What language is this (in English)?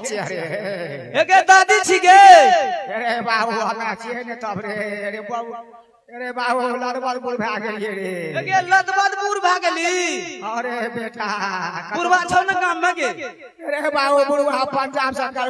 Maithili